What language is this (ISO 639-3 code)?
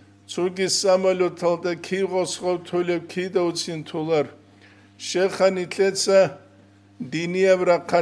ava